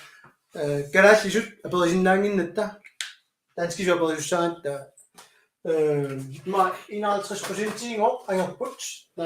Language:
Kalaallisut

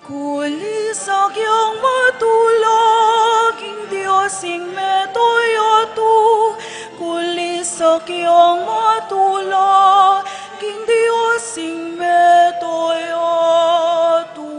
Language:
Pampanga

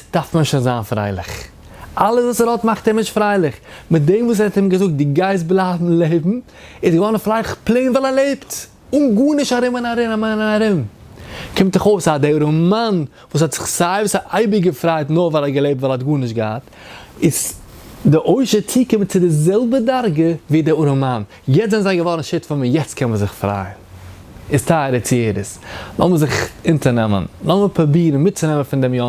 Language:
Yiddish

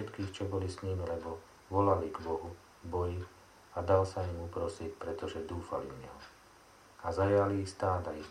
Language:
Slovak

